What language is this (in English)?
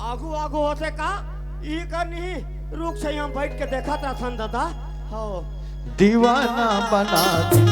Chhattisgarhi